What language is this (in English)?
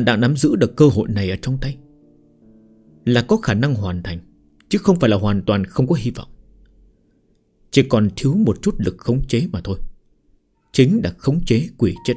Vietnamese